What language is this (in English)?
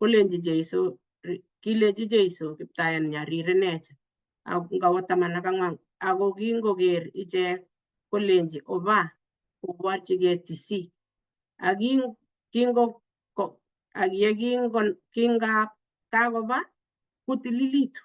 Kalenjin